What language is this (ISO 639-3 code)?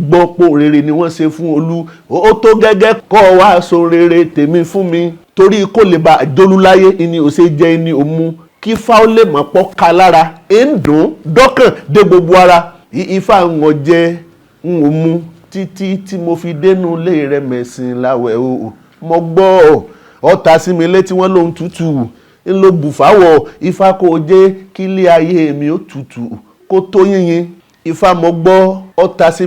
yor